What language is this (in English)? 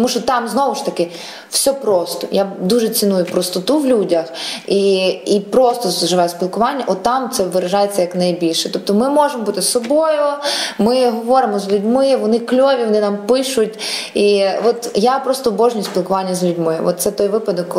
Ukrainian